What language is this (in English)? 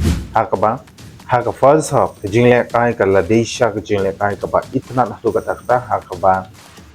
Khasi